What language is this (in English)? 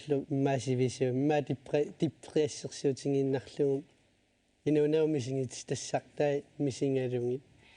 Kalaallisut